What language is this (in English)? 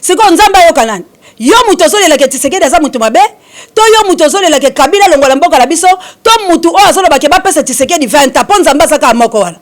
Lingala